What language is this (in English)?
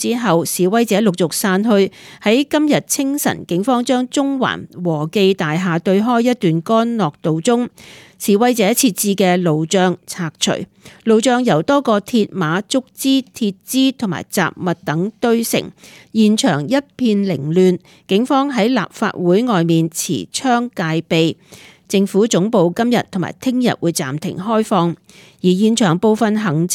Cantonese